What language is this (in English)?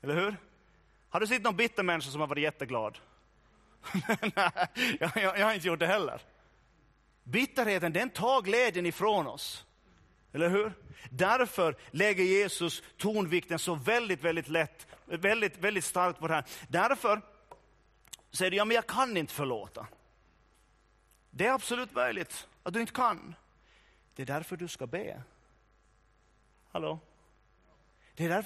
Swedish